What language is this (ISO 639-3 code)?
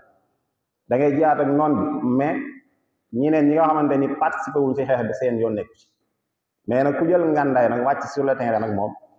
wol